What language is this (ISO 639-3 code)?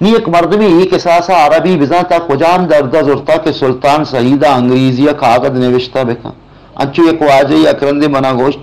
bal